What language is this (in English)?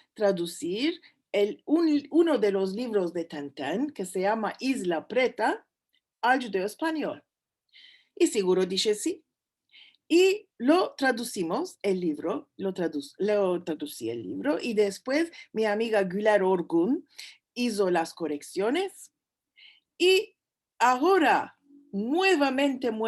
Ladino